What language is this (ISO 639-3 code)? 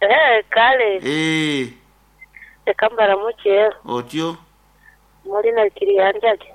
nyn